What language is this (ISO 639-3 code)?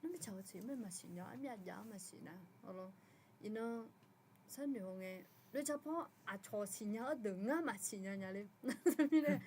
ahk